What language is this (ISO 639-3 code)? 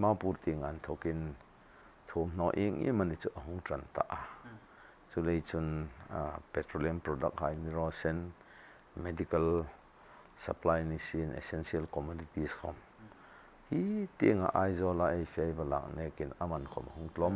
hmr